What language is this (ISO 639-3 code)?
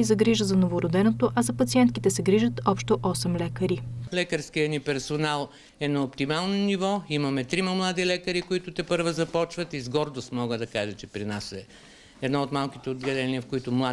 bul